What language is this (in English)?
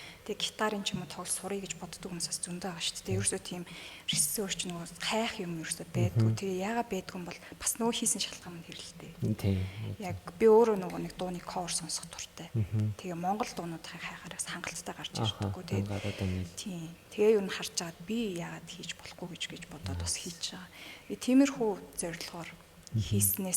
Mongolian